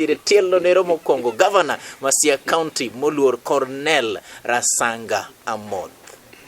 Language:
Luo (Kenya and Tanzania)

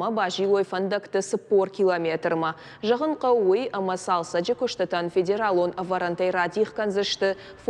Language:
Ossetic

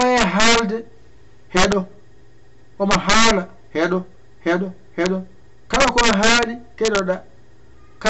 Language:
Fula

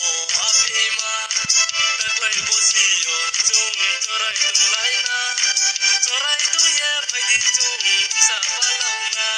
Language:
Kok Borok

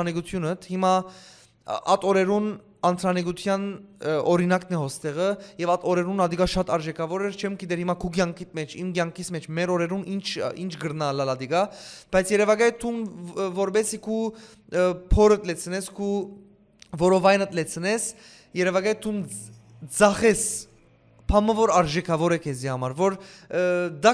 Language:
Western Armenian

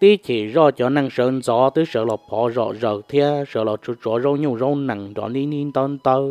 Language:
Hmong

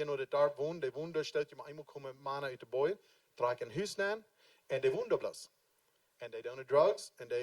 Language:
Plautdietsch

